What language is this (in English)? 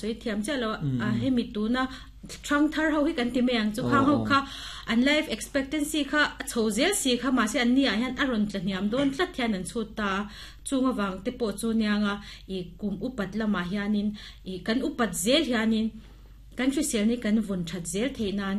Mizo